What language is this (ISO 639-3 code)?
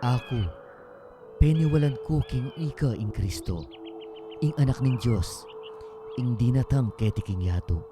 pam